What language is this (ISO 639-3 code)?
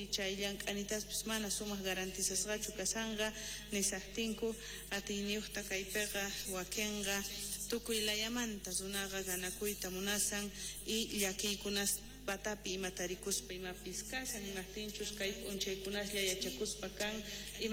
quh